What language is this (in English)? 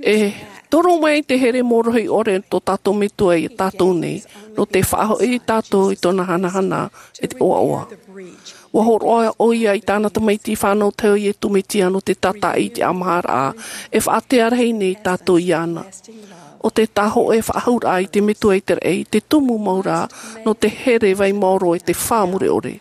Tahitian